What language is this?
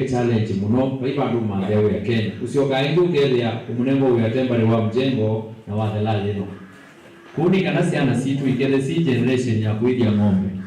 Kamba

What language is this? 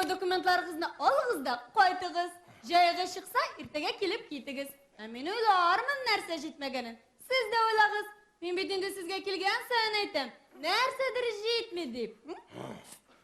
Tatar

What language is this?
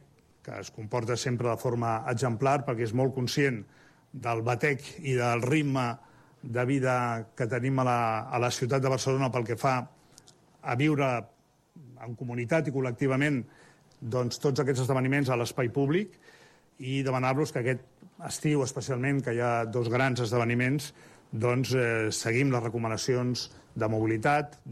Catalan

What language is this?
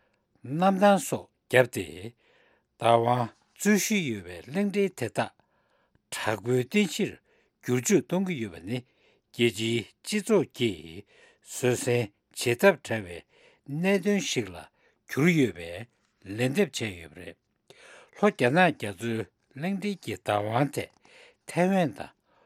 Tibetan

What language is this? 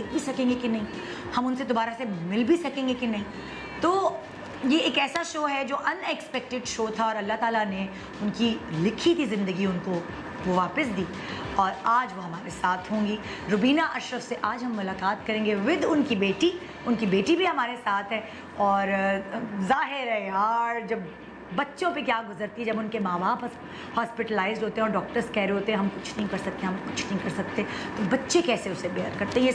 Urdu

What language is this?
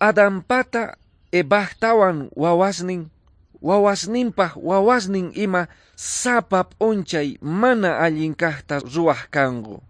Quechua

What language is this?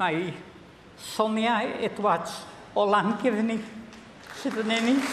Welsh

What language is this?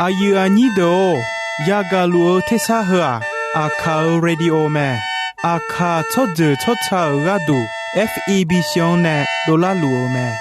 Akha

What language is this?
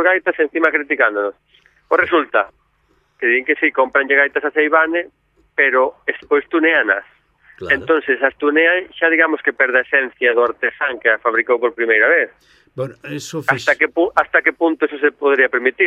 Galician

